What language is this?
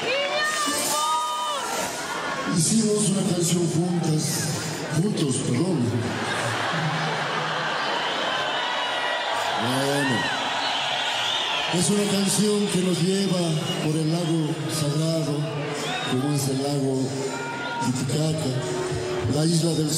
Spanish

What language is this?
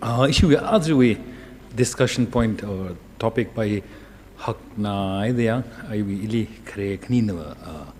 Tangkhul Naga (India)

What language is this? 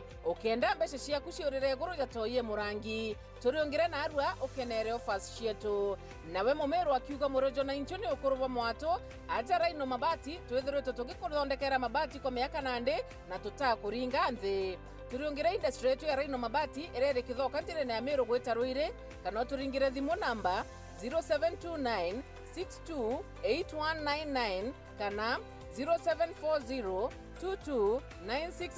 Meru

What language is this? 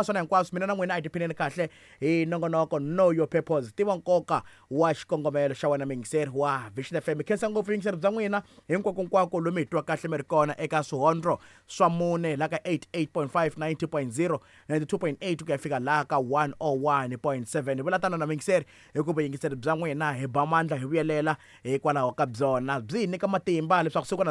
Tsonga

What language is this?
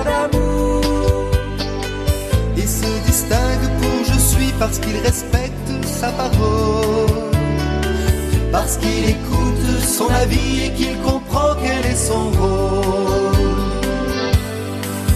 French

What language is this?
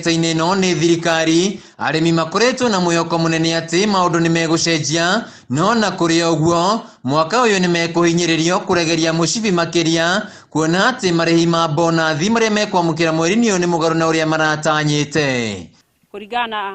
Kikuyu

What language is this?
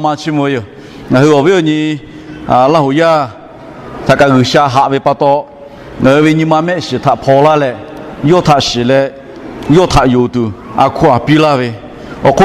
Lahu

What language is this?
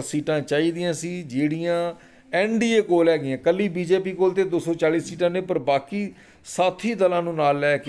Punjabi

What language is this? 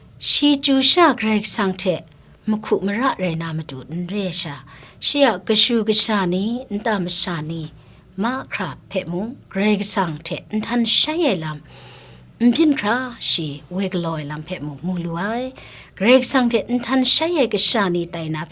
Kachin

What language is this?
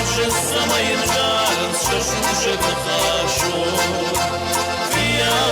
Ossetic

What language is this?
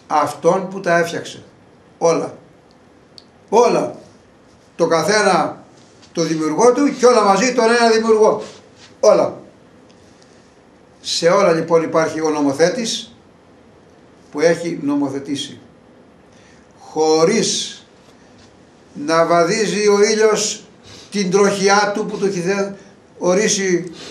Greek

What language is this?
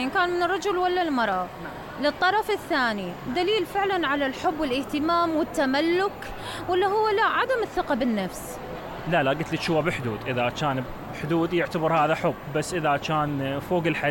Mesopotamian Arabic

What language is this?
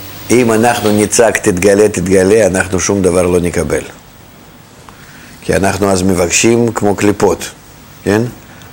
Hebrew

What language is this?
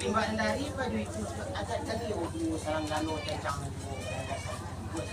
Minangkabau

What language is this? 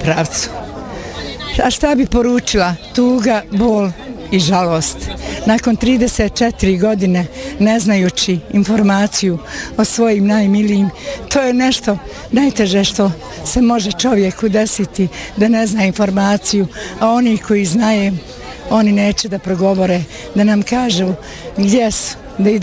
Bosnian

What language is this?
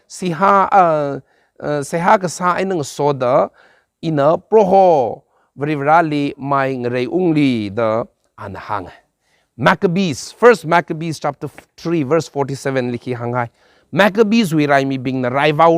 Tangkhul Naga (India)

